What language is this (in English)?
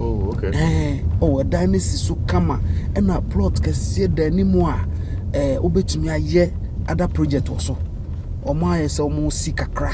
Akan